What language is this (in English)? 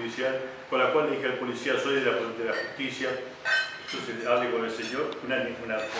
Spanish